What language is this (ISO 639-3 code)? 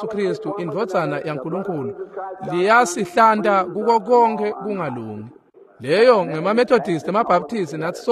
ssw